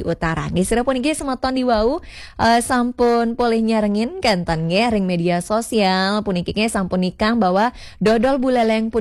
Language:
Balinese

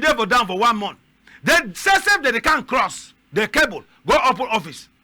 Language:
Cameroon Pidgin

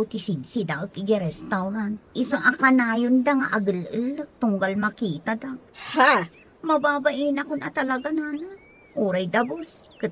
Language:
Iloko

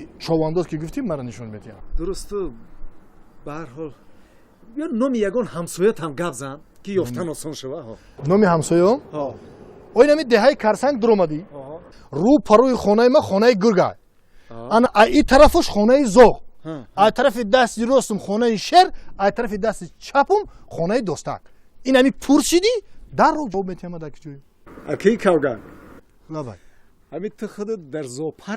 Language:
Tajik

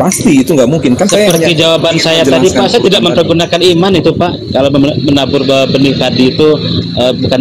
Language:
Indonesian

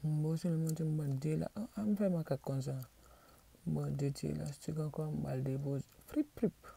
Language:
Haitian Creole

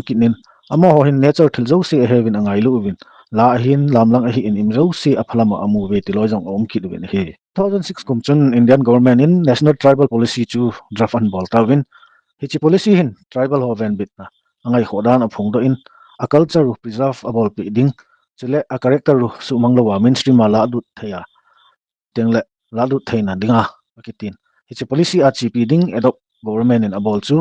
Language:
Thado Chin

